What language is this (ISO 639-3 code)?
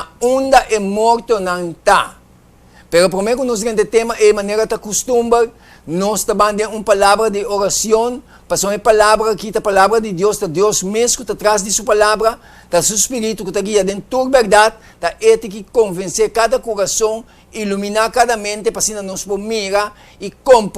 pap